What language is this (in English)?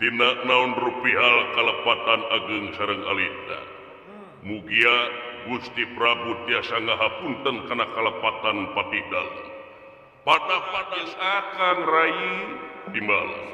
Sundanese